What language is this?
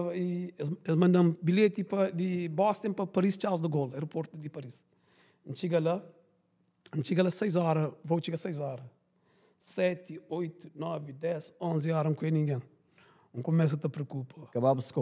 Kabuverdianu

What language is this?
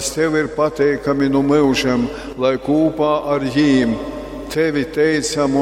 Latgalian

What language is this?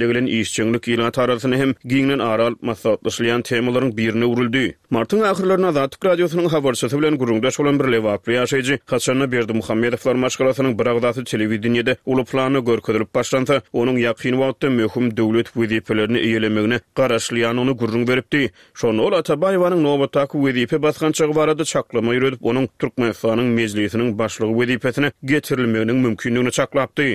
Turkmen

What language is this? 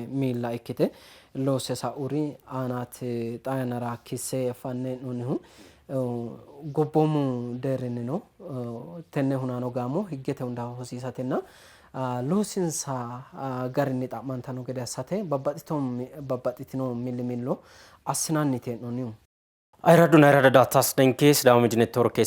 Sidamo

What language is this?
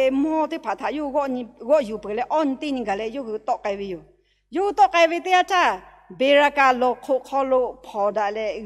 Lahu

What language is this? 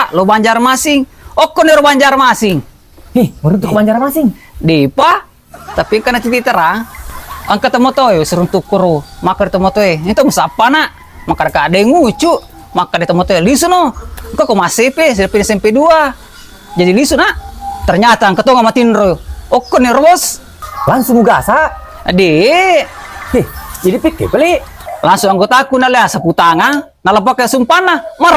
Buginese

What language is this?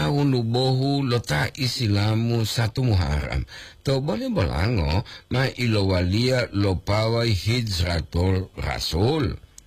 Gorontalo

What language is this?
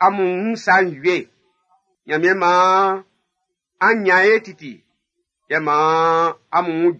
Baoulé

